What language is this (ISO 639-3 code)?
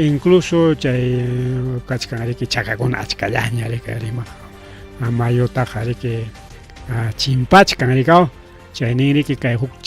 quy